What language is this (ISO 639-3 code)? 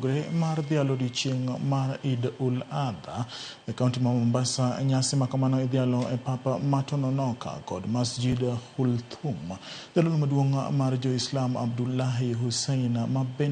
luo